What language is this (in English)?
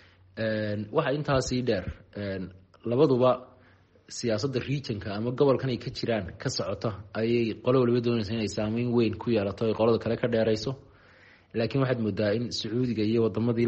Somali